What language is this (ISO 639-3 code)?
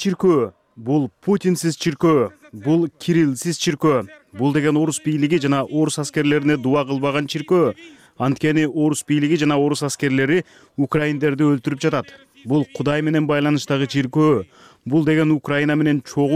kir